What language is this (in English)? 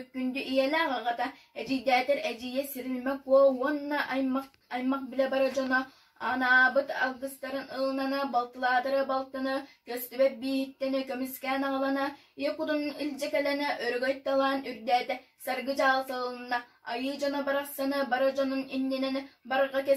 Yakut